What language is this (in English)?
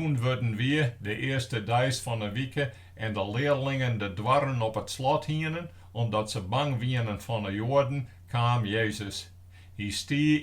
Western Frisian